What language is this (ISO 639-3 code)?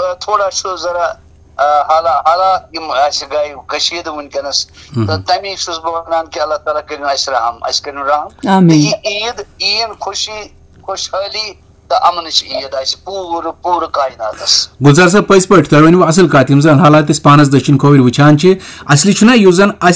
kas